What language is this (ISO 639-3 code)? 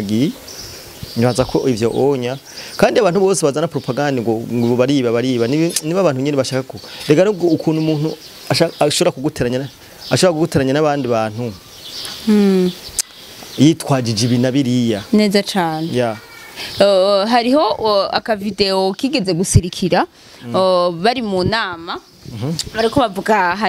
run